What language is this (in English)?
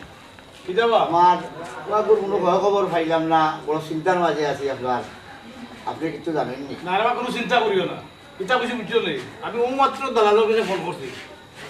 Sylheti